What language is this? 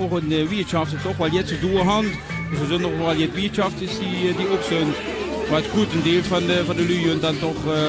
Limburgish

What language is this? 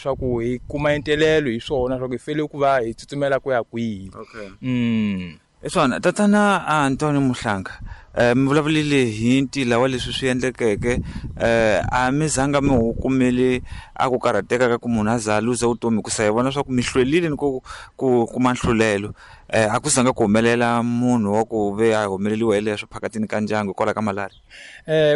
Tsonga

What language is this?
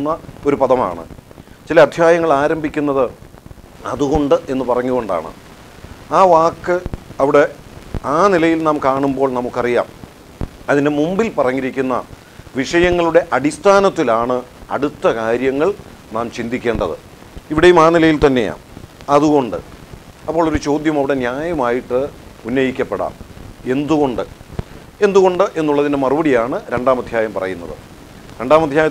Malayalam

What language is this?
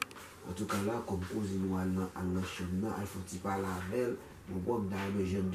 Haitian Creole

